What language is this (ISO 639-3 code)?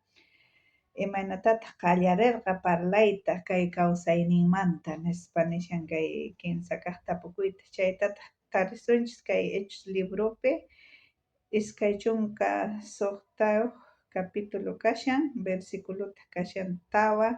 quh